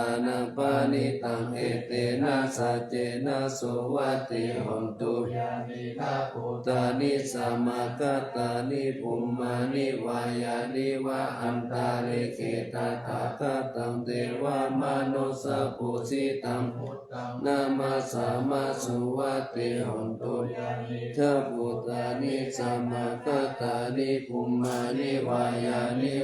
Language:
Pali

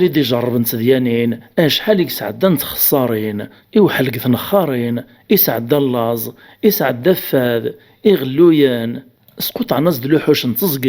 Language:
Kabyle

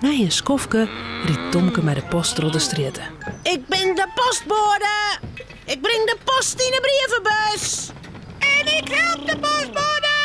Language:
Western Frisian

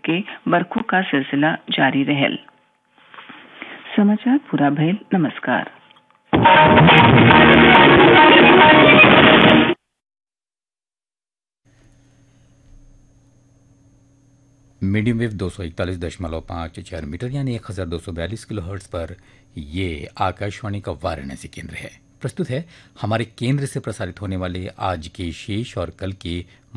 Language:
Bhojpuri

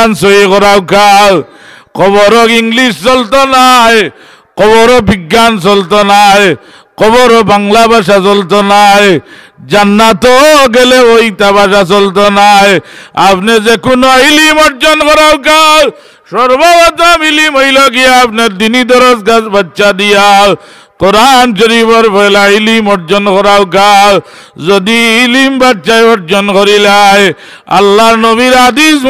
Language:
Sylheti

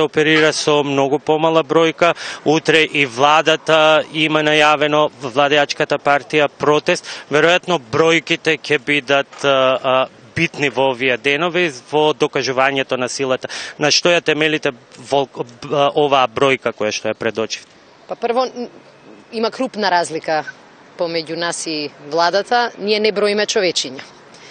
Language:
Macedonian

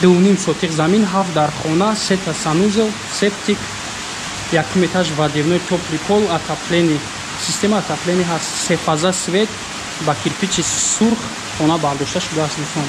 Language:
Tajik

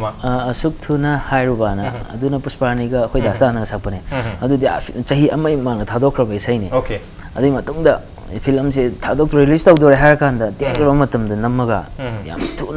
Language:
Manipuri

